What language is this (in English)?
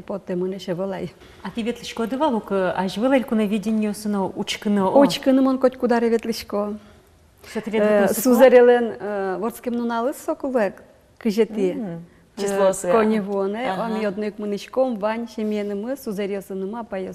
Udmurt